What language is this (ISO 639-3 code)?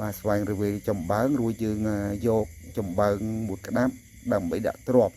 khm